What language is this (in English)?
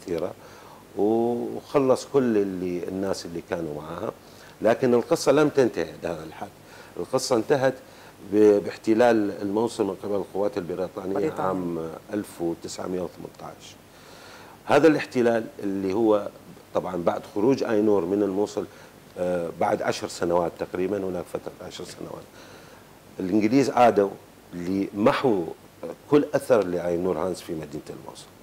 North Levantine Arabic